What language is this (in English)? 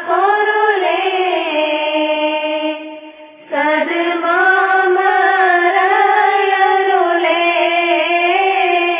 Tamil